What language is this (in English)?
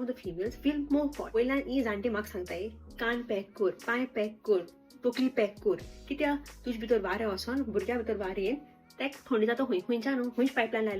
Konkani